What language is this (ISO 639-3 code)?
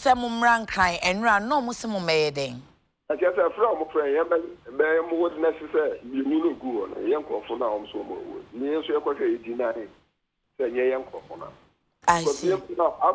aka